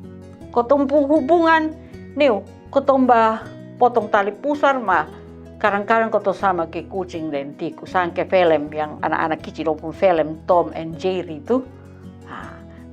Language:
Kupang Malay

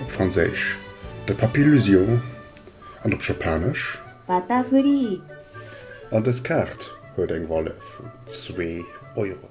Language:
Luxembourgish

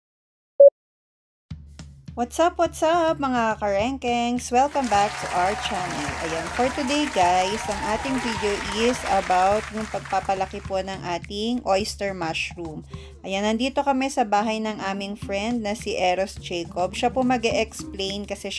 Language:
Filipino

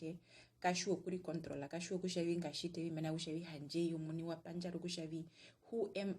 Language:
Herero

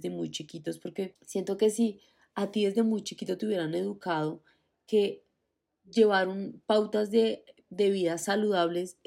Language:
Spanish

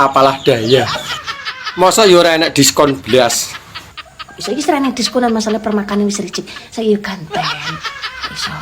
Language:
Javanese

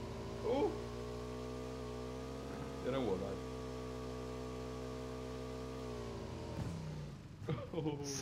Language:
Swedish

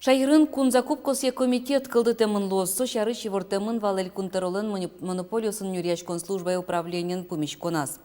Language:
Udmurt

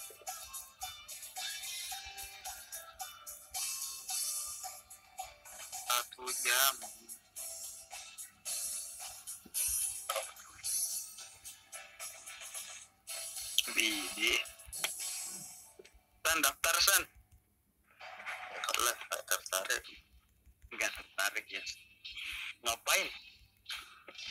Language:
Indonesian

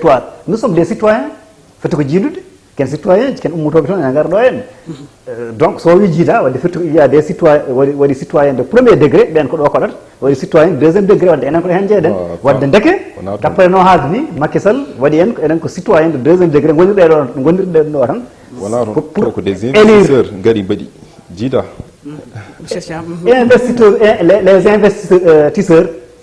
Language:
Fula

